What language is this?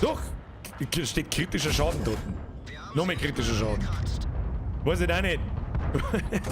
Bavarian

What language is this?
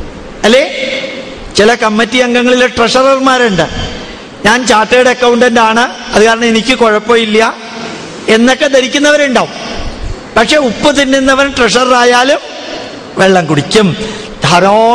Malayalam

